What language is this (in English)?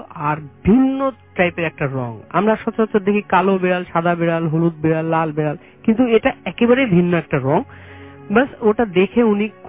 Bangla